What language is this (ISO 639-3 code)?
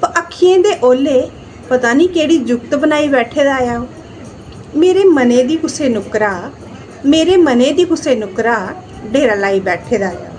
doi